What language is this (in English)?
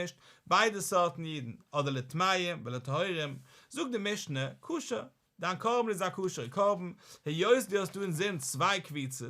Yiddish